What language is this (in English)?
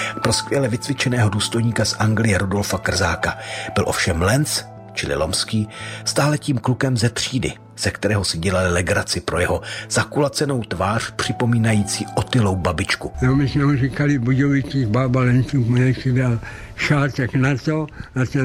Czech